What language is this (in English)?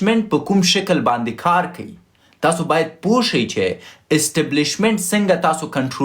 Pashto